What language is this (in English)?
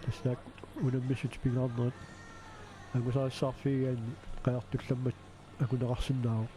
Kalaallisut